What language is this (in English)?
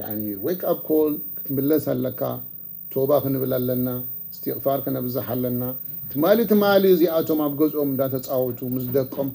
Tigrinya